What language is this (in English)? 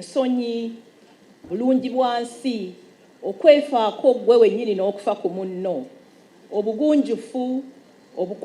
Ganda